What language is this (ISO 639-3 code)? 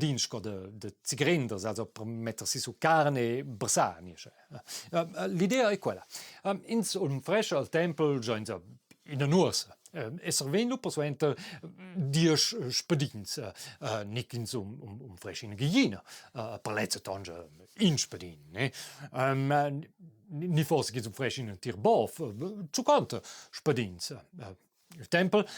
roh